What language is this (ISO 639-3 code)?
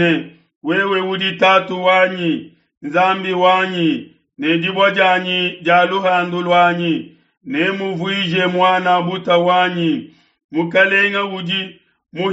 lua